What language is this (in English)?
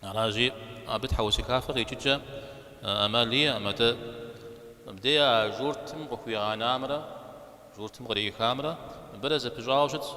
Kabardian